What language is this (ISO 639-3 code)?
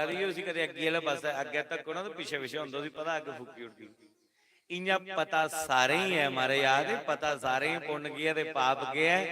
doi